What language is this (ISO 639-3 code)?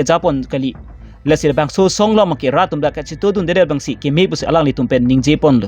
mjw